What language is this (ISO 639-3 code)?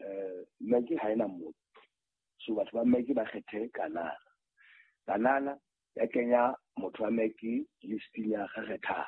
sot